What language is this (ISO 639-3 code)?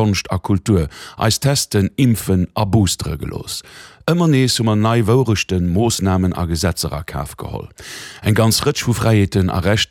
ltz